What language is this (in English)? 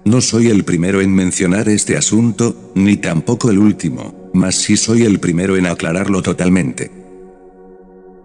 Spanish